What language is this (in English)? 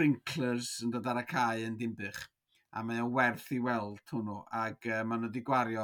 Welsh